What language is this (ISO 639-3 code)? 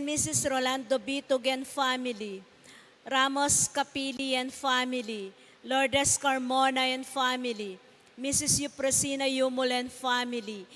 pam